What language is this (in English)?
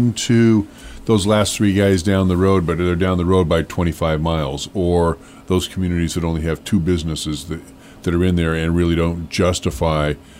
English